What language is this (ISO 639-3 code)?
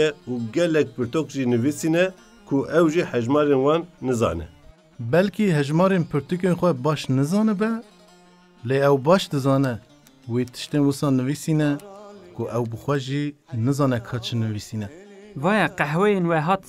kur